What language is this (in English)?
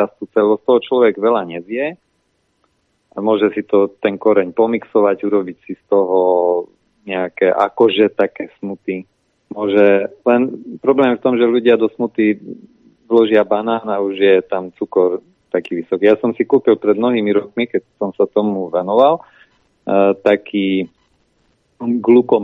Slovak